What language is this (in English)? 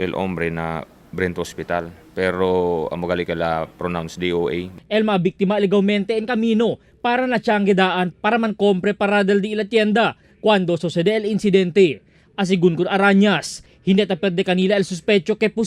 Chavacano